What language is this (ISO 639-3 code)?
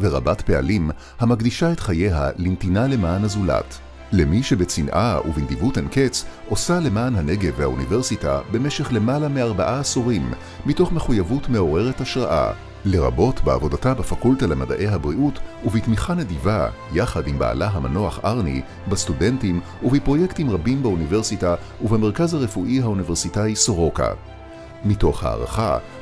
heb